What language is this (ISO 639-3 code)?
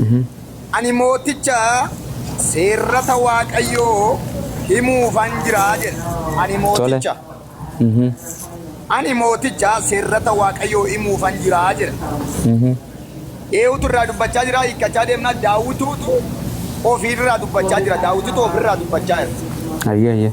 orm